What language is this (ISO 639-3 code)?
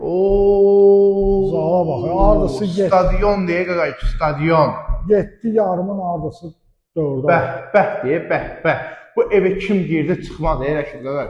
aze